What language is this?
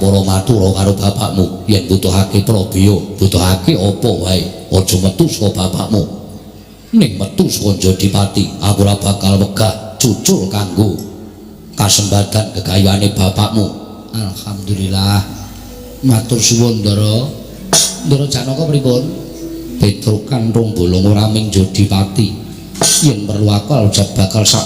Javanese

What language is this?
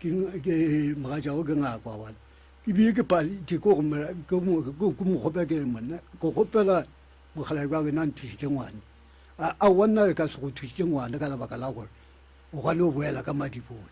Northern Sotho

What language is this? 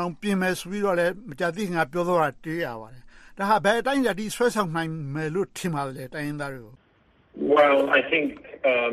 Burmese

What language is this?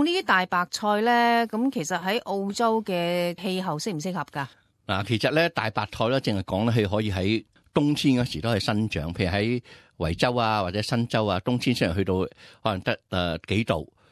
Cantonese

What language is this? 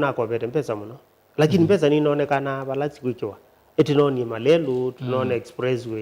Kamba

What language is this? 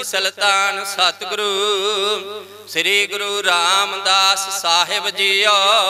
Punjabi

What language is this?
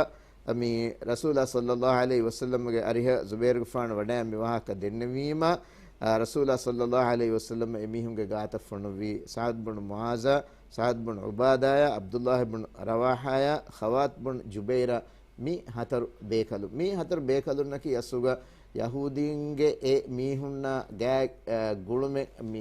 Divehi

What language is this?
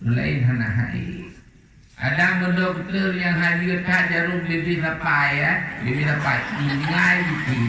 Achinese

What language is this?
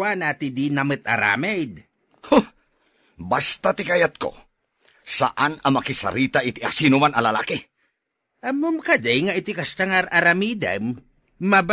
Iloko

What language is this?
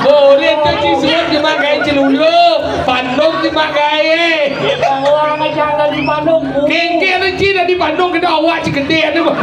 Balinese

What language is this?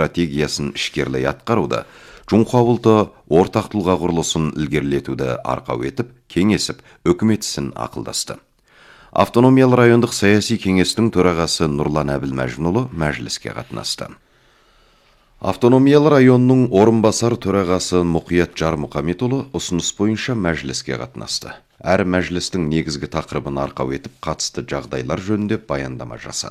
Kazakh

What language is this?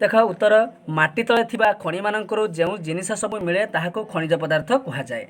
Odia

